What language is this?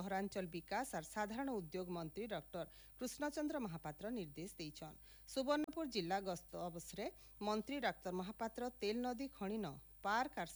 Odia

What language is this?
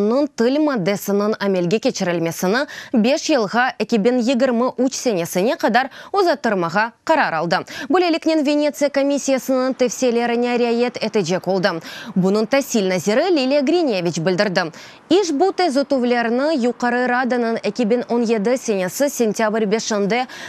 Crimean Tatar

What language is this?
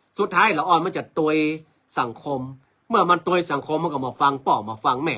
Northern Thai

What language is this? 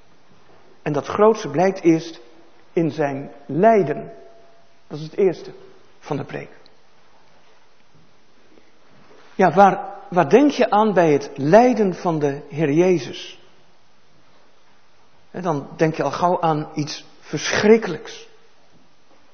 Dutch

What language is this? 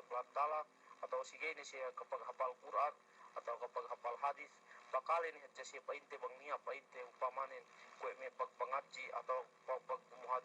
Yakan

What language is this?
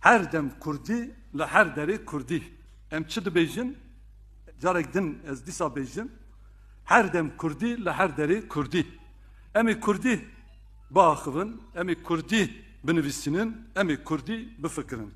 Kurdish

